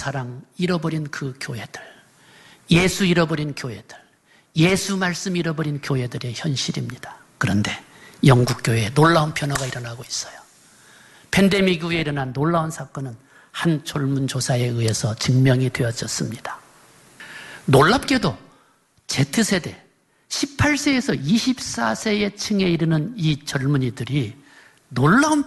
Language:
Korean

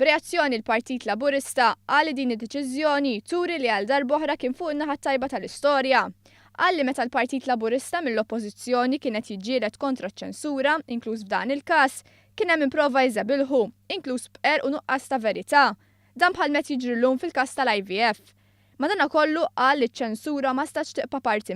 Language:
Maltese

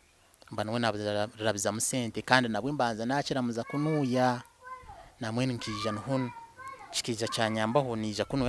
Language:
Nyankole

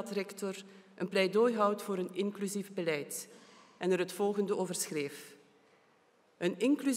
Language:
Dutch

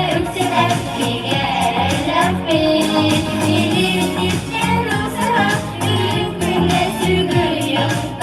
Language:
Yakut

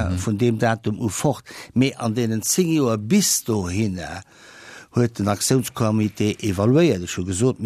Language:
Luxembourgish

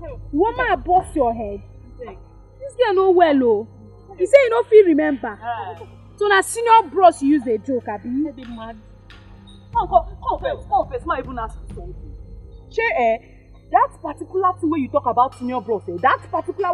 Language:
Nigerian Pidgin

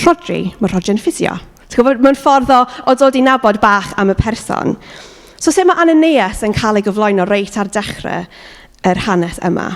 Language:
Welsh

